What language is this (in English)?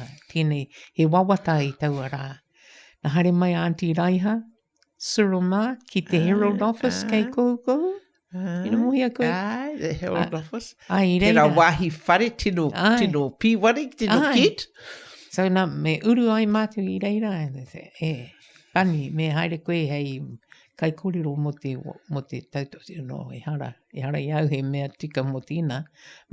Māori